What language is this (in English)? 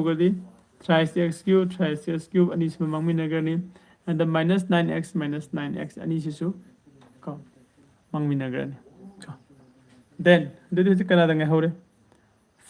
Manipuri